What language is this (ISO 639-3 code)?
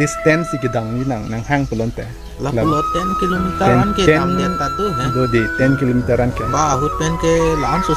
mjw